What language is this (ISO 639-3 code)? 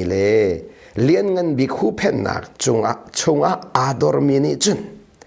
cnh